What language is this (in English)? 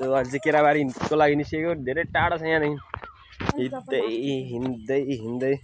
Nepali